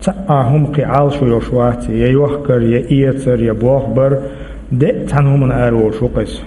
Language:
Chechen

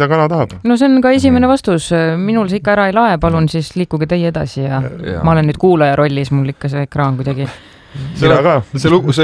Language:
Estonian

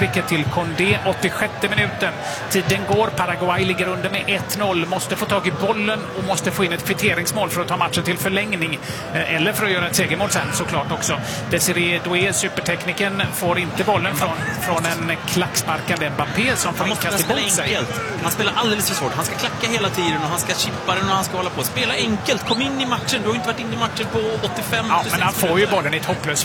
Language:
Swedish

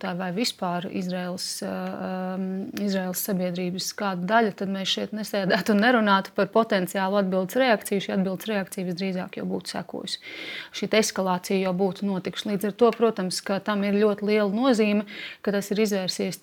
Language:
Latvian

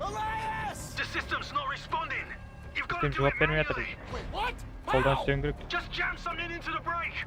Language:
Kara-Kalpak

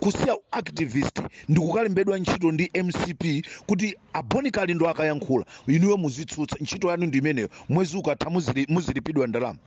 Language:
Nyanja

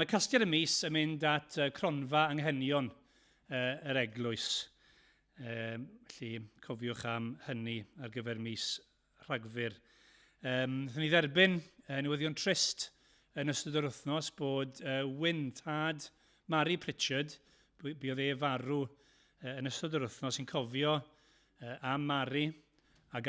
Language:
Welsh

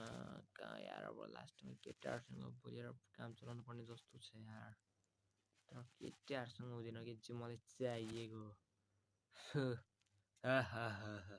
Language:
Nepali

